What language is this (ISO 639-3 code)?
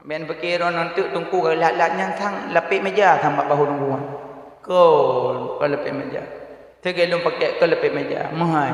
ace